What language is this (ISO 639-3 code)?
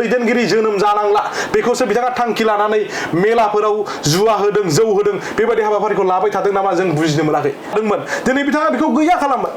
brx